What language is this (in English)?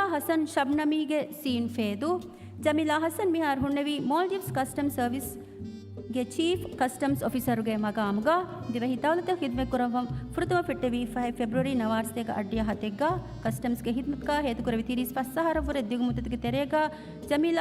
Divehi